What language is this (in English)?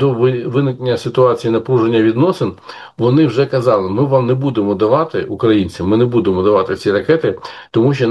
Ukrainian